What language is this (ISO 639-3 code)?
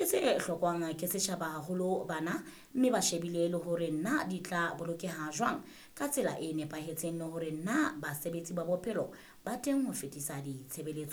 sot